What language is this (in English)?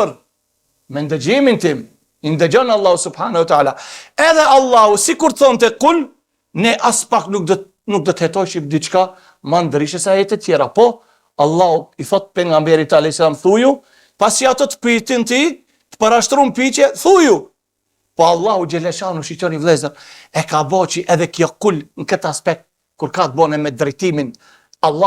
Albanian